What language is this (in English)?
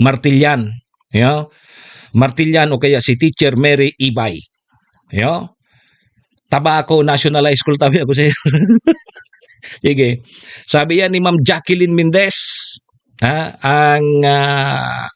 Bikol